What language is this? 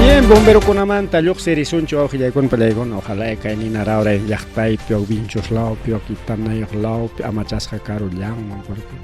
Ayacucho Quechua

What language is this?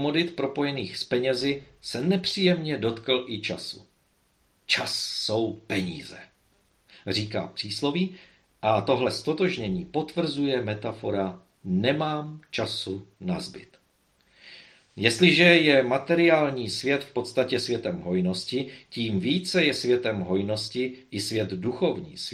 Czech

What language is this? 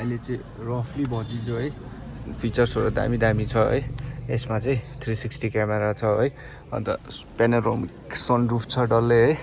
Nepali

